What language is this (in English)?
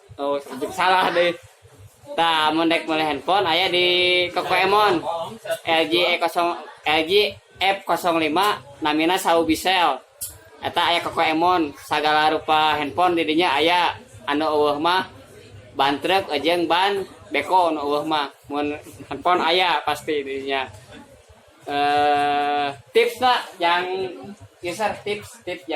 Sundanese